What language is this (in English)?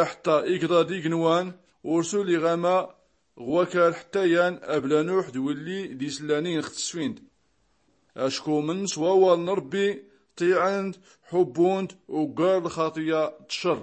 Tachelhit